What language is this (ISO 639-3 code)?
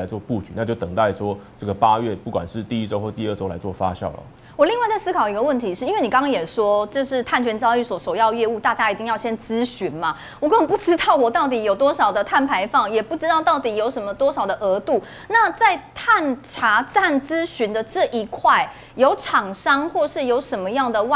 zho